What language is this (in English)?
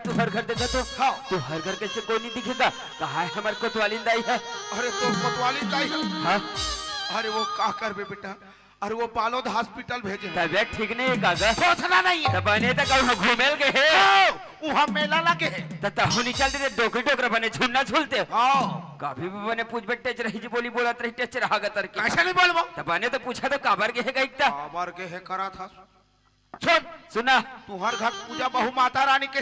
Chhattisgarhi